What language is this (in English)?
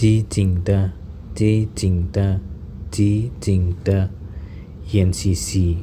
Shan